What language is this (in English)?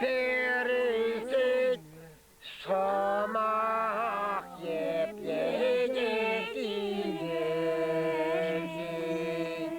Chuvash